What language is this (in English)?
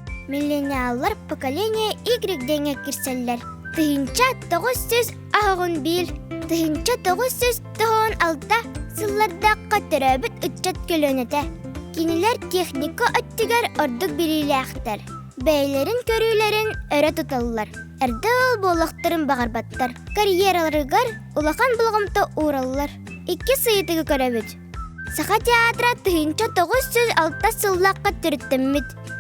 Yakut